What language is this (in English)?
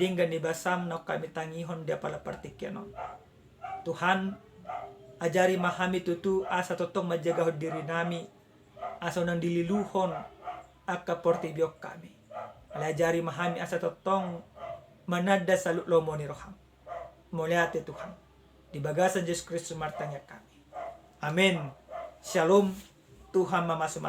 Batak Toba